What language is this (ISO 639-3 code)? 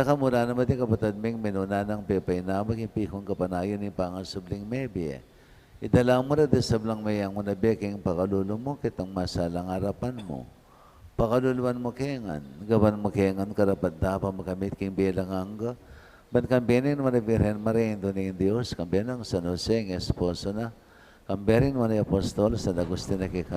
pam